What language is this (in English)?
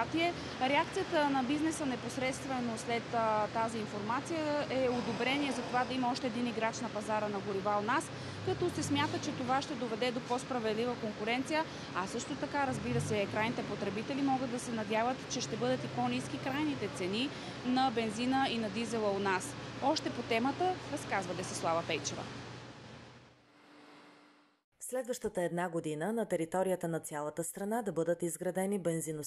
Bulgarian